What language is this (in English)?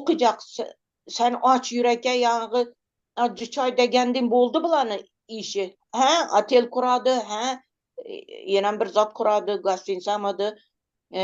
Turkmen